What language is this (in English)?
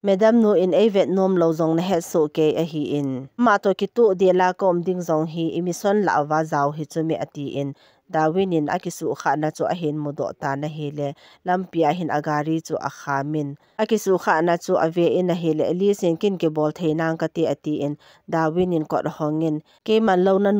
Thado Chin